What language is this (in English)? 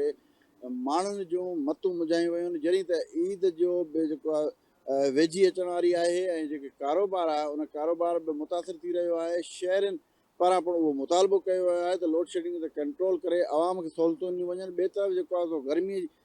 Sindhi